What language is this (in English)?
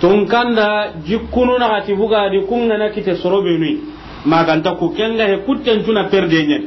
Soninke